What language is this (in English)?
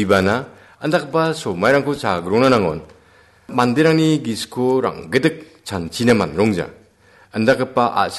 Garo